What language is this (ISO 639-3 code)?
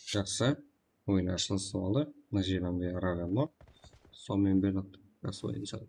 kaa